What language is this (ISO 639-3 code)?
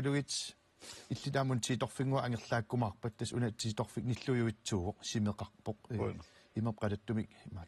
kal